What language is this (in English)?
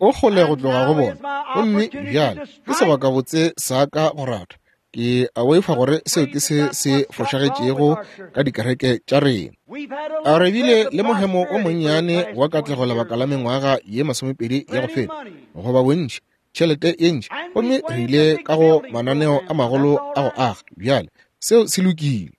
Northern Sotho